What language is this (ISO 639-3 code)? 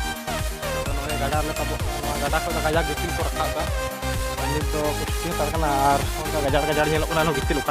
sat